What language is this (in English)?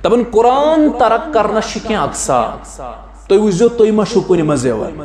Kashmiri